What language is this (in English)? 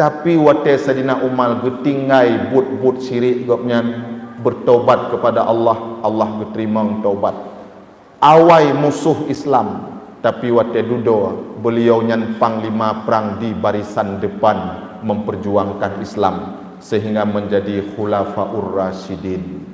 Achinese